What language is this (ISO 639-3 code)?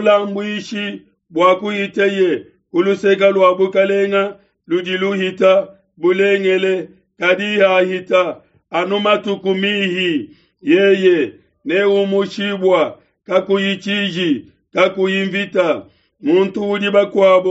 lua